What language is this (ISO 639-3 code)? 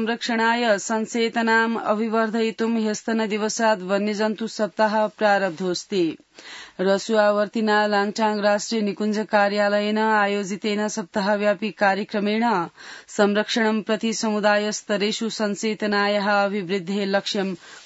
san